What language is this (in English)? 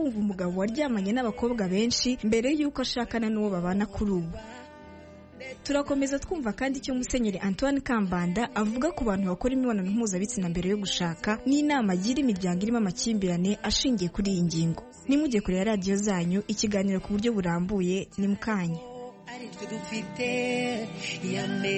Kinyarwanda